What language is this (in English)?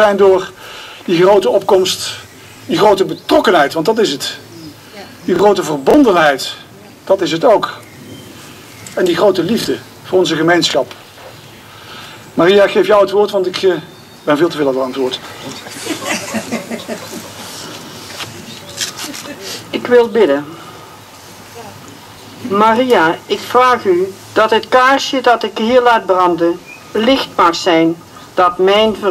Dutch